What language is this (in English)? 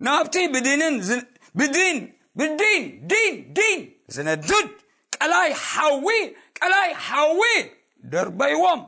Tigrinya